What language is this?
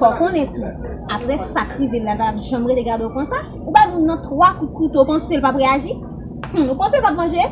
Haitian Creole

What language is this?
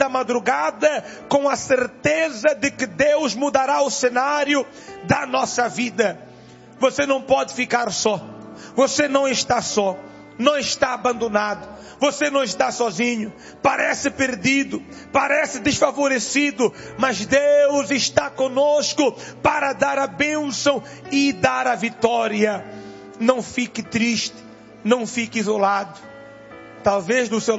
Portuguese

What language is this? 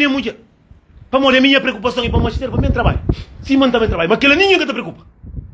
Kabuverdianu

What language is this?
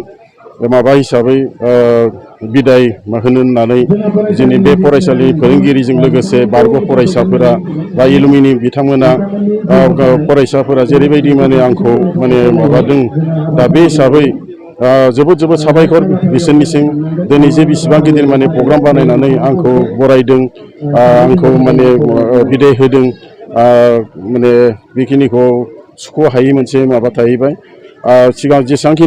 Bodo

